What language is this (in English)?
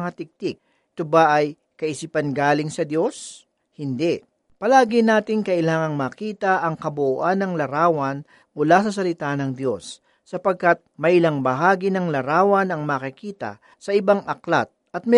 Filipino